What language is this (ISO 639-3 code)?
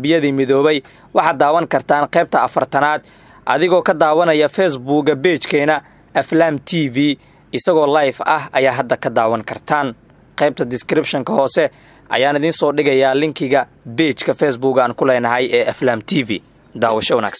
som